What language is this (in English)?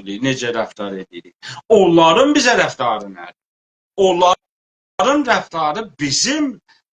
South Azerbaijani